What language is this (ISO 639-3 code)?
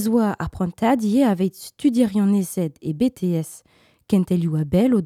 bre